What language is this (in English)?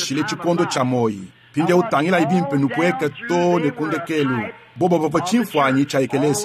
Luba-Lulua